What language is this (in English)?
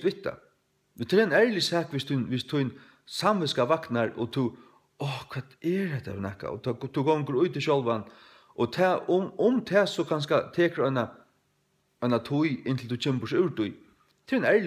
Faroese